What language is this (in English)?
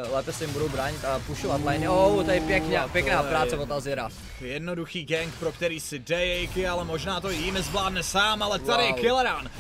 Czech